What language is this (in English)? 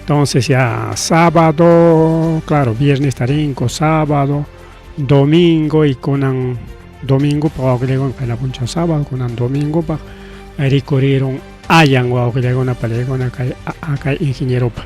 Ayacucho Quechua